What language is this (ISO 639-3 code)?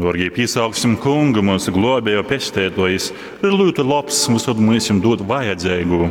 ltg